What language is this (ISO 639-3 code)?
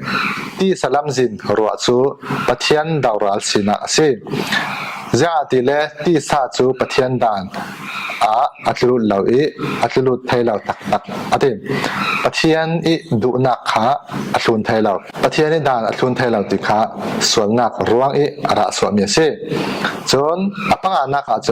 cfm